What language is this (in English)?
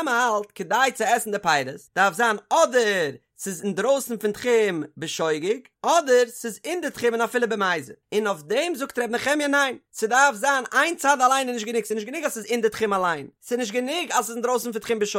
Yiddish